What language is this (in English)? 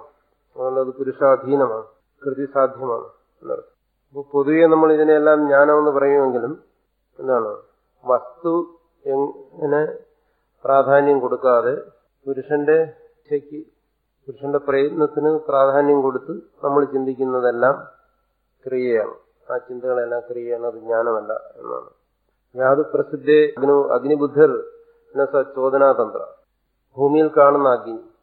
Malayalam